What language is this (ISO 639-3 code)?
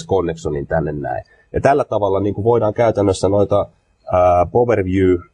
fin